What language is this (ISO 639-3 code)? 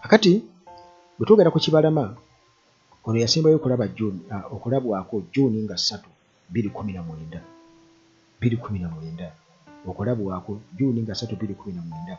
lug